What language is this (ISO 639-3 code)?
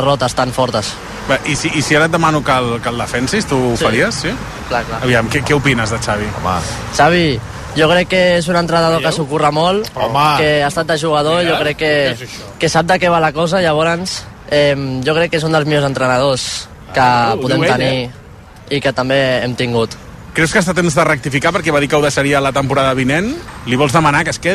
cat